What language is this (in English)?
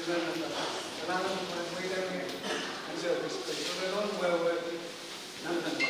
Pohnpeian